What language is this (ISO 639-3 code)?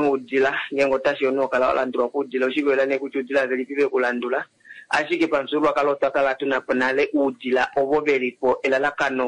kua